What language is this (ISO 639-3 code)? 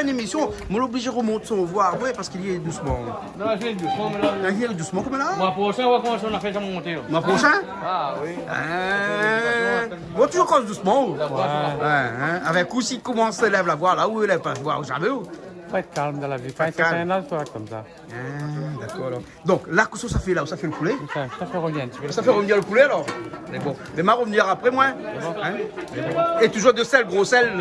rcf